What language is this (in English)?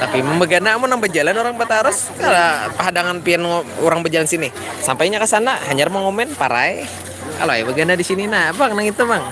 Banjar